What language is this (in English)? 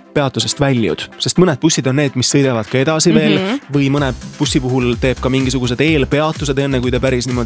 Estonian